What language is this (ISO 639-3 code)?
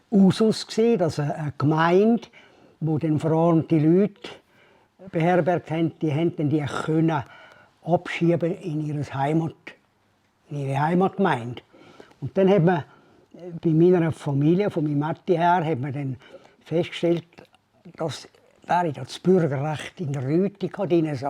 gsw